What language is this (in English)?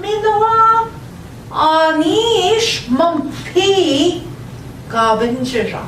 Central Ojibwa